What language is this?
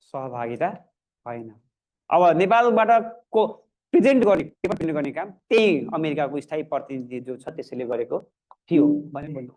Nepali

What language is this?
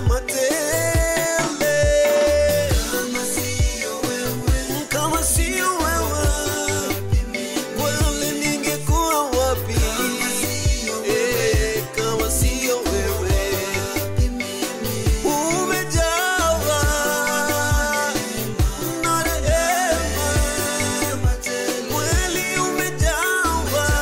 Swahili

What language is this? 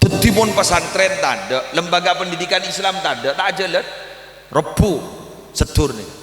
Madurese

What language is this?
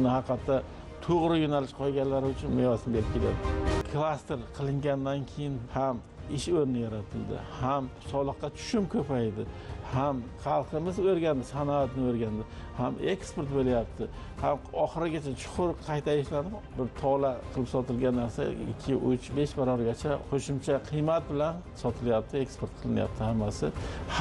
Uzbek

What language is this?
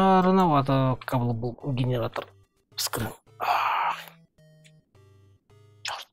Russian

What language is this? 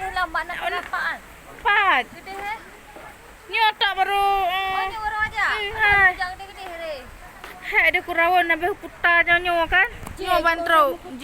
Achinese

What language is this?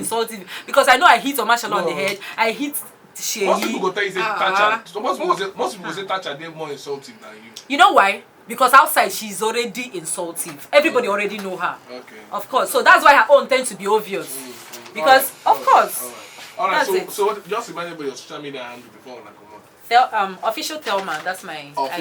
Nigerian Pidgin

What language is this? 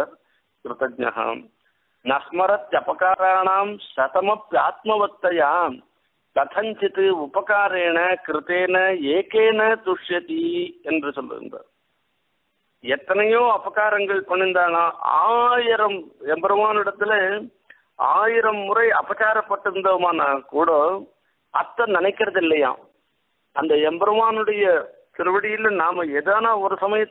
Tamil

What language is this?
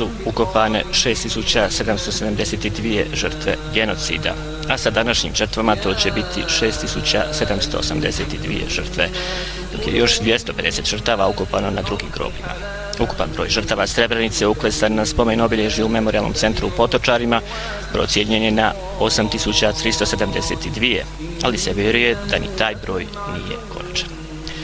Bosnian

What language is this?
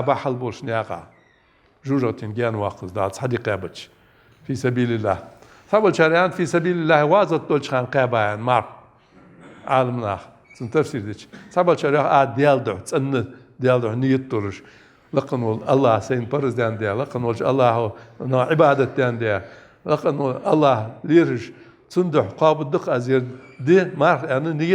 Ingush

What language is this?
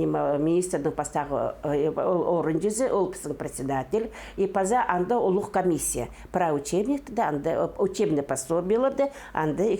Khakas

